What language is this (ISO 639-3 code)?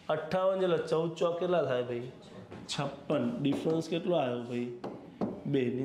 guj